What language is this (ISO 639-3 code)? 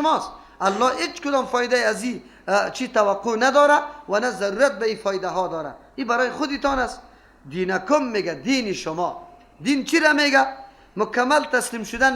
fas